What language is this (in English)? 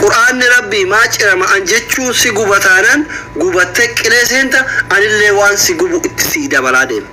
Oromo